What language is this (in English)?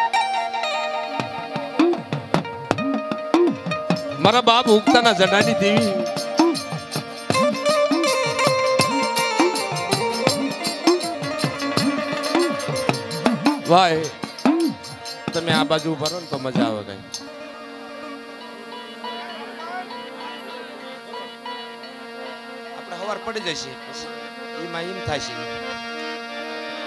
Gujarati